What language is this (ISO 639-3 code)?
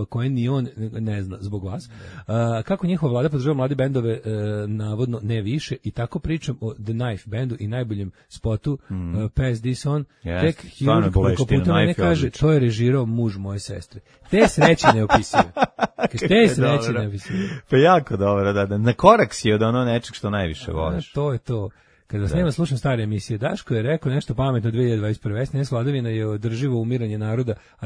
srp